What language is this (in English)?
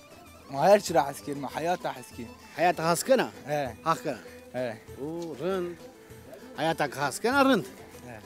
Zaza